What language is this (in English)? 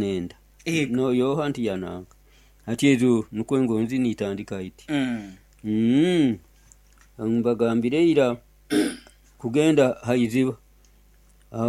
Nyoro